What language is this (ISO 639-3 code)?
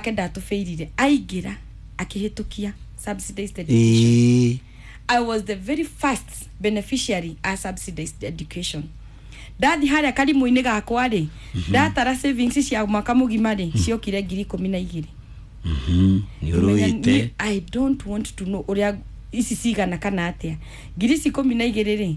kik